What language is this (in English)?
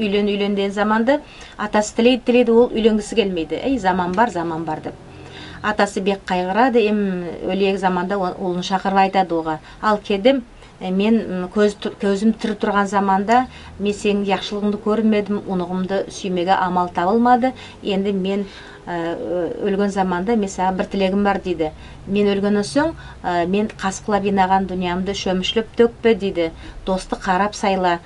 Nogai